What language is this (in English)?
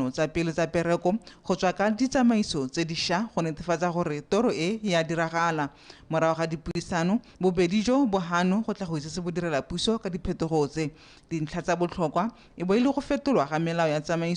Tswana